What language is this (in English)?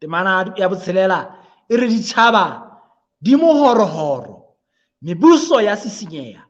Southern Sotho